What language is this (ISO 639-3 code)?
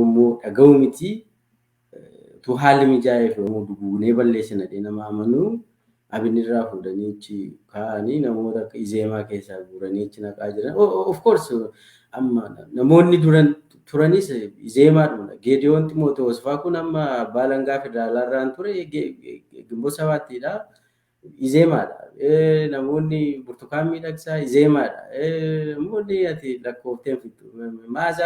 orm